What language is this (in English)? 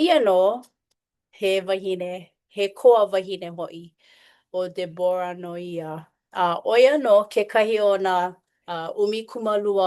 Hawaiian